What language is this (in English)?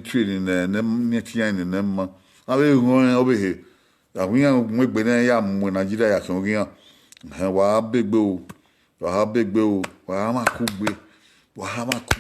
Bini